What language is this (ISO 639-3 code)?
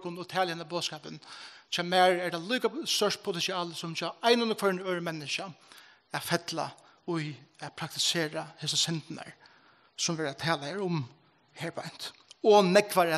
fao